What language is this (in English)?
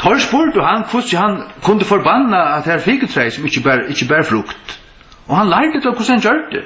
Faroese